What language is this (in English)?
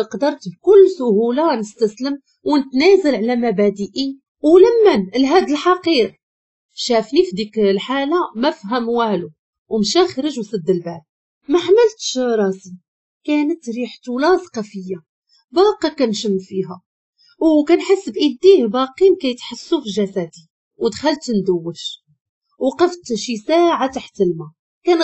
Moroccan Arabic